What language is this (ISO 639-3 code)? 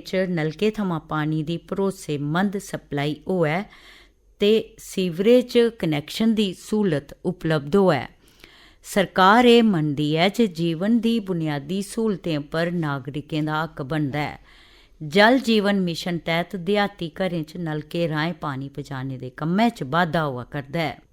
doi